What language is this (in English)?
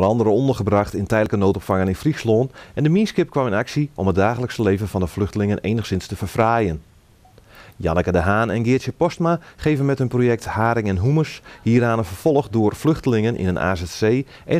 Dutch